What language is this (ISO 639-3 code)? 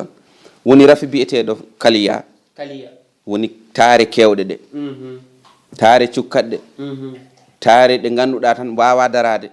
ful